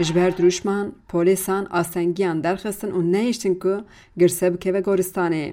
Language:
Kurdish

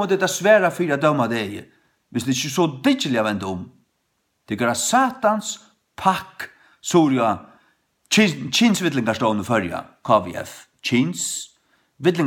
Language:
Faroese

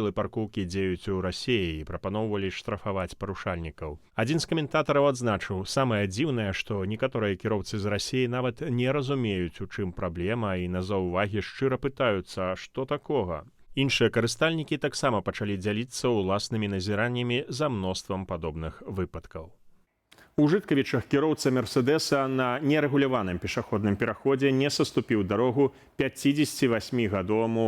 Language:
Belarusian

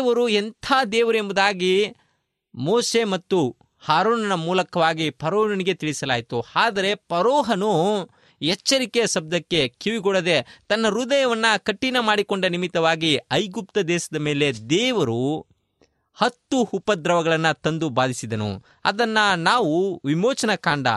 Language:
Kannada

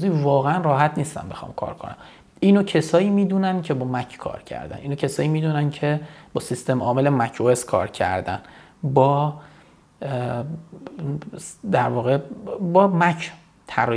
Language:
Persian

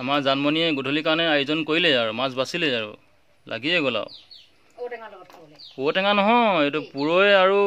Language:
Assamese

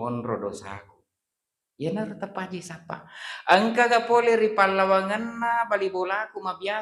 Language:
Buginese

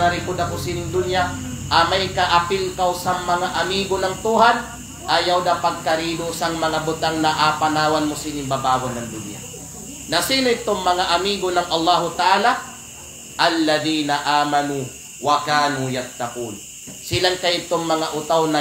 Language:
Kalagan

